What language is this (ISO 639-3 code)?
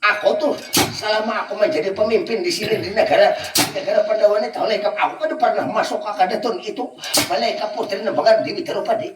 bjn